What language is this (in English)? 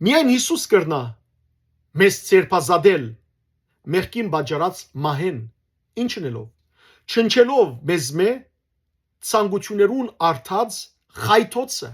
Western Armenian